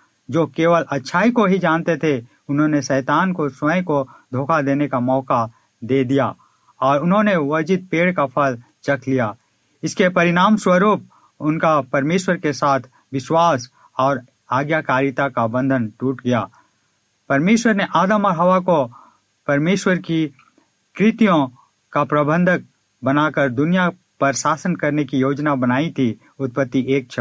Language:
Hindi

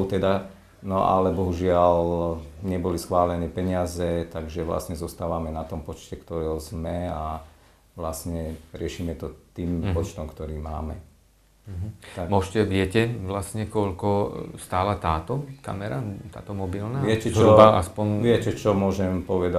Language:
Slovak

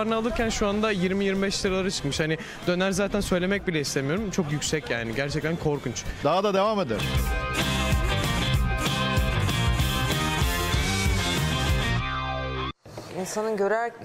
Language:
Turkish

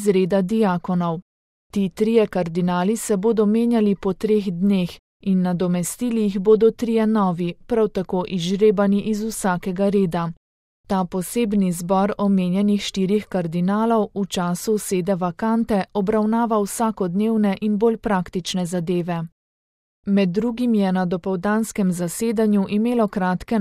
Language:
Slovenian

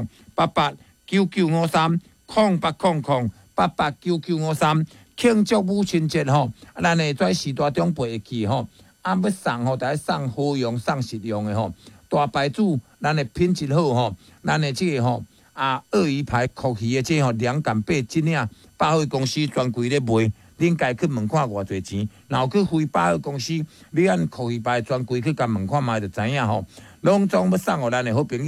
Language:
Min Nan Chinese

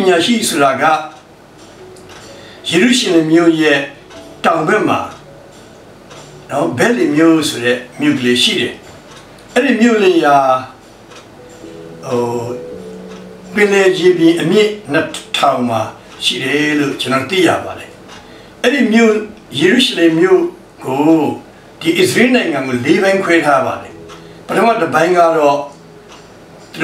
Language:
Burmese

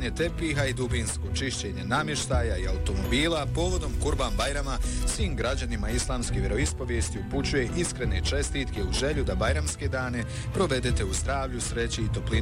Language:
Bosnian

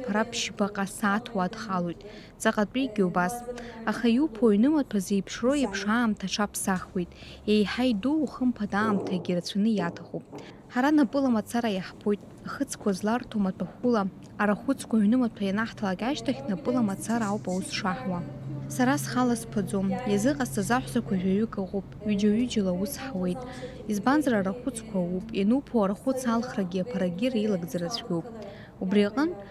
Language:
Abkhazian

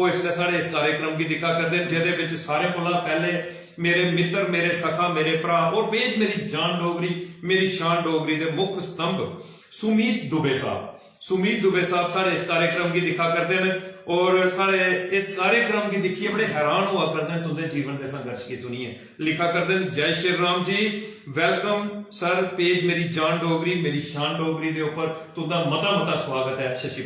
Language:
Dogri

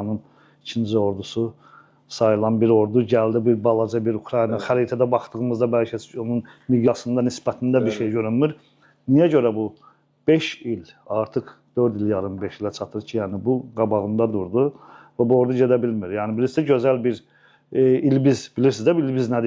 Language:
Azerbaijani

